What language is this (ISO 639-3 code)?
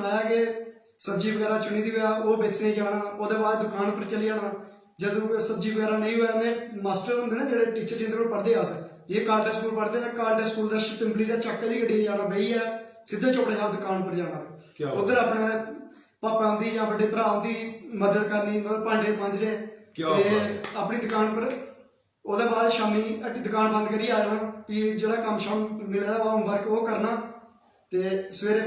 doi